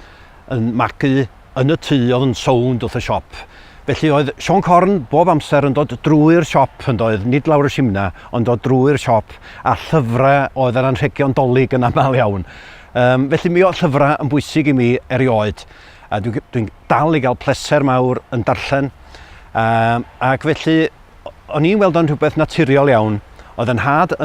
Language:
Welsh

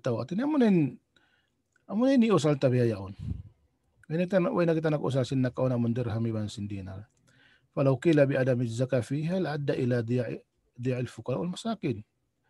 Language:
Tausug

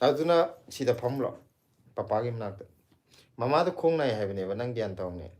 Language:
Manipuri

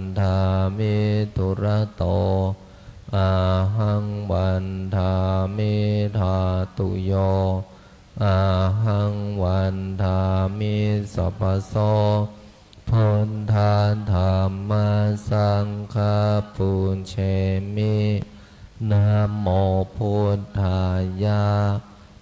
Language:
Pali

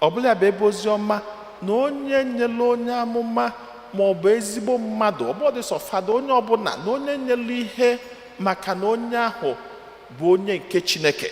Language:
Igbo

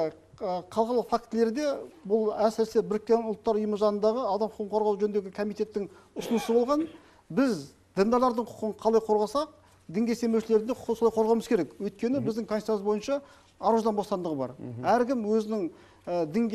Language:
Kazakh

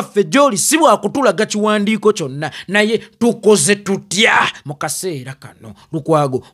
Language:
Ganda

